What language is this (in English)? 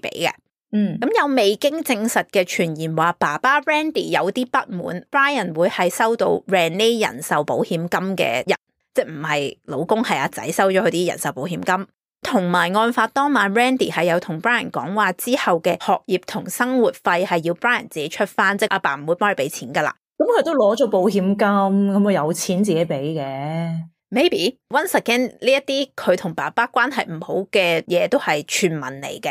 Cantonese